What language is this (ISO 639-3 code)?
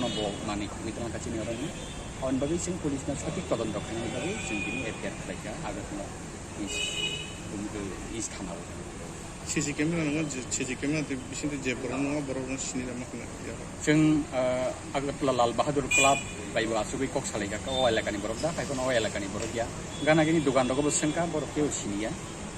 trp